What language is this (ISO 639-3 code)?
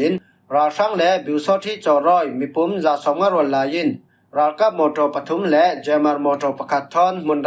cfm